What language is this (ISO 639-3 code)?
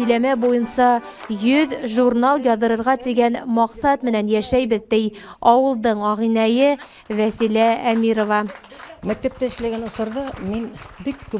bak